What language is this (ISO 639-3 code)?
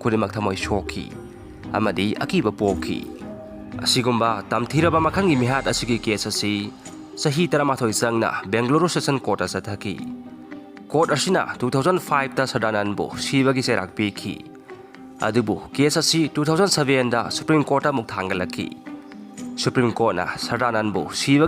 mni